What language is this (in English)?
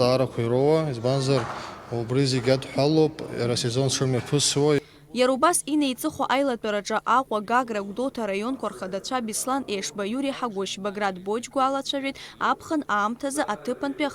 Abkhazian